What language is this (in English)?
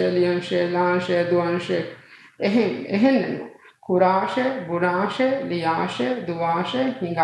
Divehi